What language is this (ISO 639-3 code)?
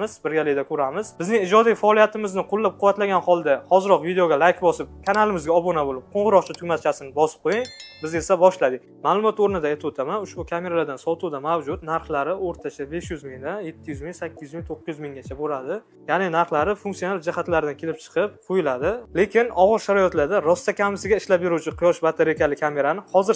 uzb